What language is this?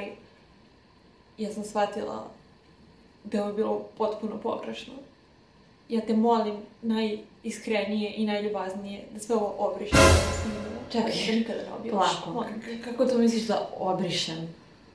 Serbian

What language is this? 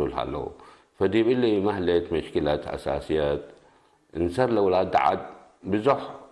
Tigre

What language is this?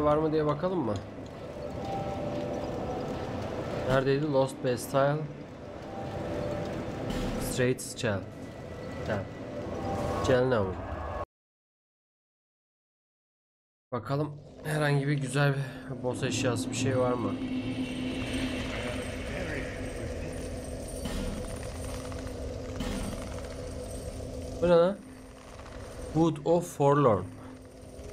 Turkish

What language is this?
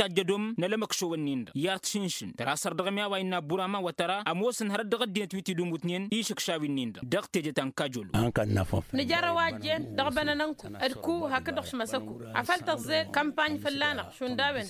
Tamasheq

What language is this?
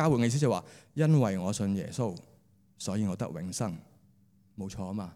Cantonese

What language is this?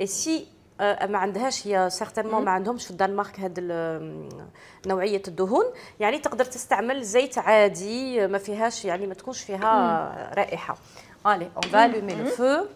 Algerian Arabic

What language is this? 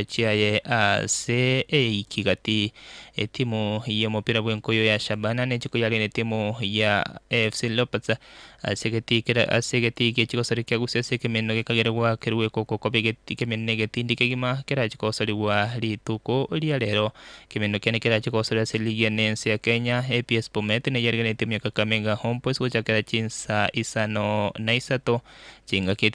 Gusii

